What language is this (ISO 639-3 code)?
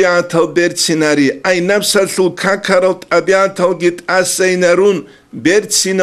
ava